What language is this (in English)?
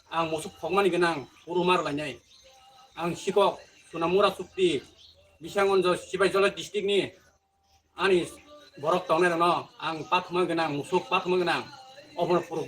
Kok Borok